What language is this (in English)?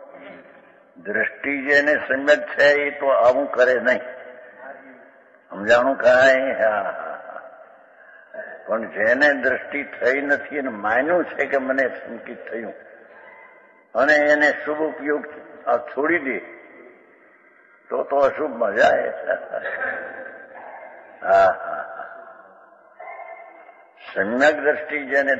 Gujarati